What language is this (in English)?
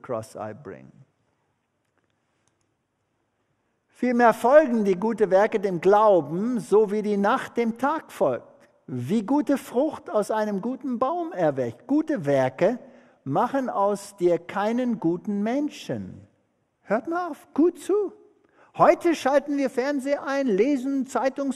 German